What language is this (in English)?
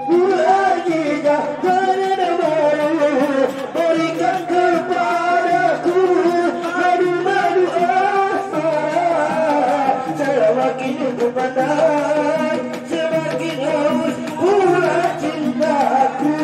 Batak Angkola